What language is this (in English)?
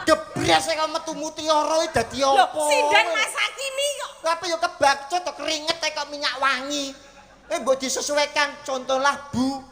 Javanese